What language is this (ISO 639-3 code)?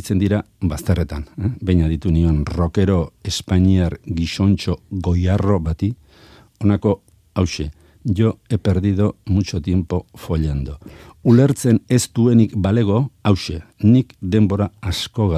eus